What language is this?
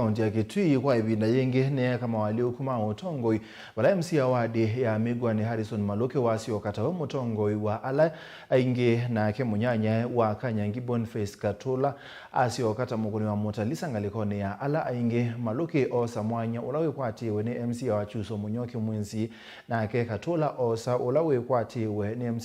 Kamba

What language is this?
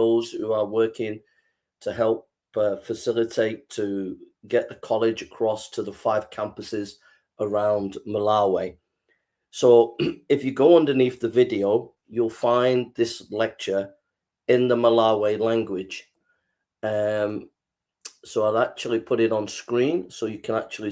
English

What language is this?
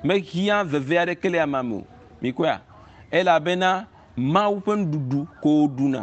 Ewe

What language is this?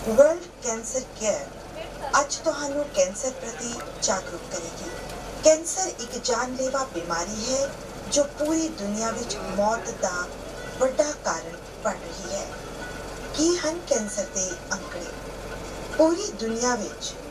Punjabi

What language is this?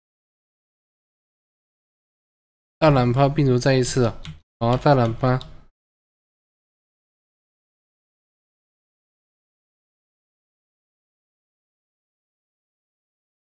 Chinese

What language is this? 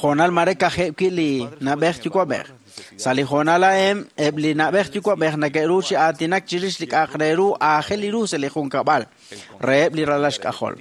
Kekchí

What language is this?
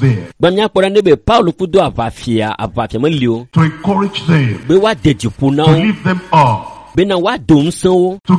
Ewe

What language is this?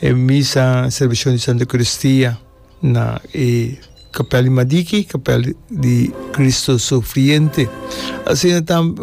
Papiamento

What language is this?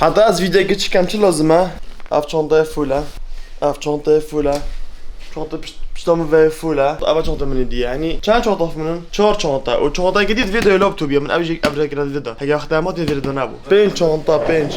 Kurdish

